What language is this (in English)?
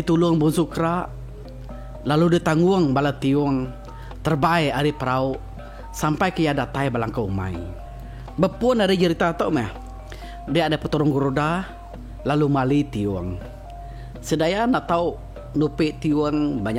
Iban